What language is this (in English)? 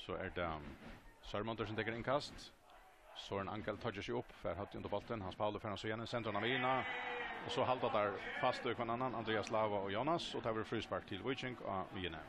Faroese